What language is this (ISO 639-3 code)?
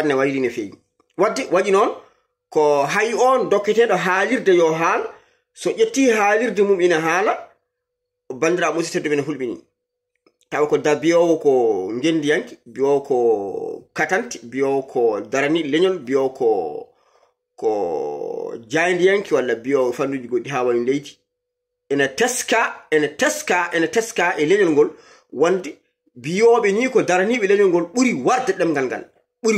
ful